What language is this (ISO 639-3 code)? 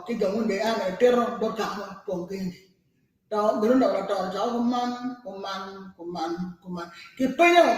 ach